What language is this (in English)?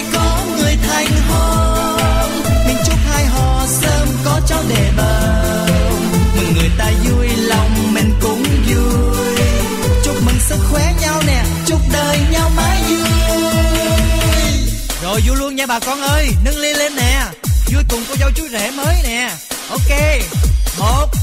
Vietnamese